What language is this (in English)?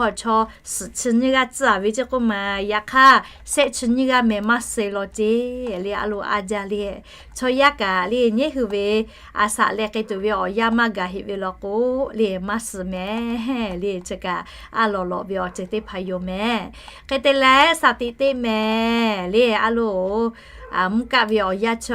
Lahu